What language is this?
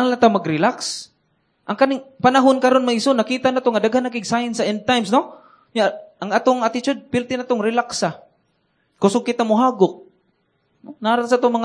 Cebuano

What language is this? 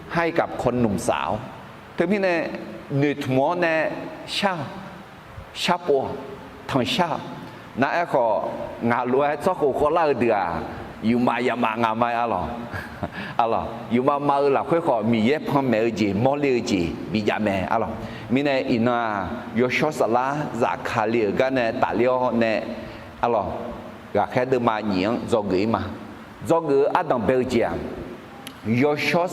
Akha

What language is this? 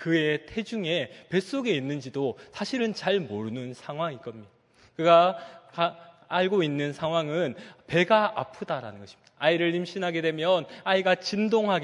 Korean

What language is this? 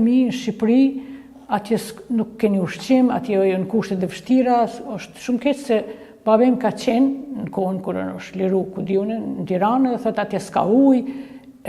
Albanian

